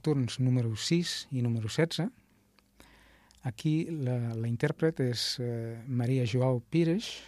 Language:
Catalan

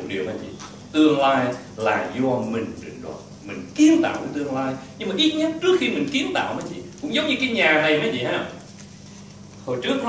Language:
Vietnamese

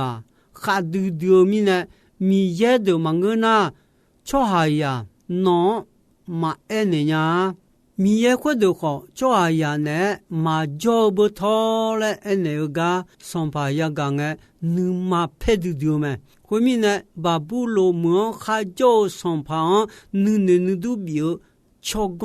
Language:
Akha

